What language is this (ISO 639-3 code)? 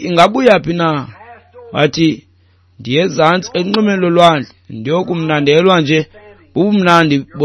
xho